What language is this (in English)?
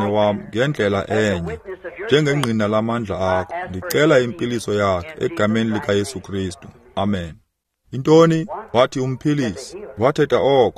Xhosa